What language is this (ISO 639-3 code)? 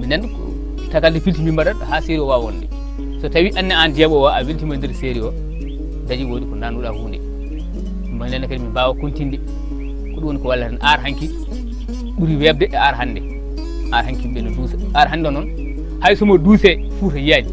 ful